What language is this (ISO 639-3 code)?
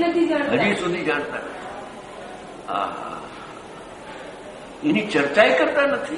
guj